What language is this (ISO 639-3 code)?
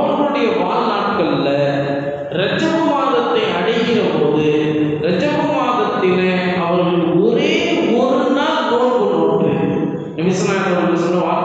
tam